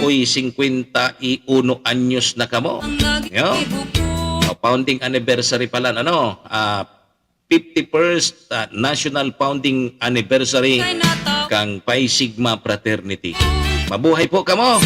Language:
Bikol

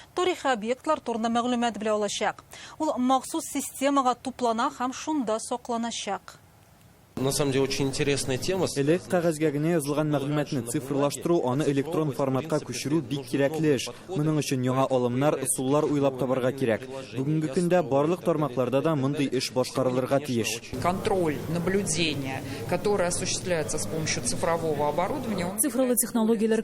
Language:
Tatar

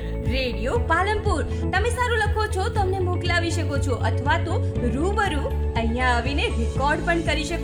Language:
Gujarati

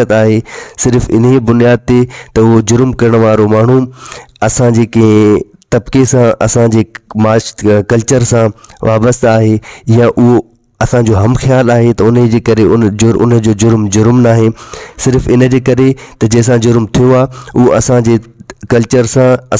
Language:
Sindhi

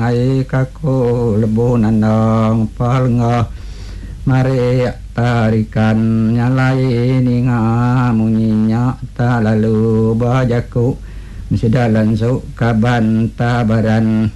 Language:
Iban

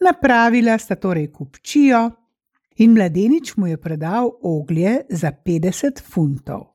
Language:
Slovenian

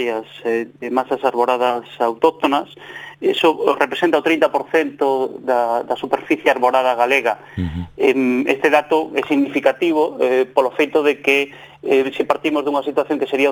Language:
Galician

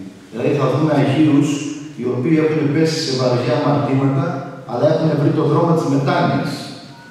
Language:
Greek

